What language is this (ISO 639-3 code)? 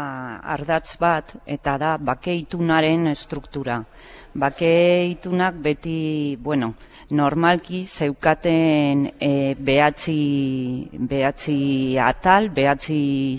eus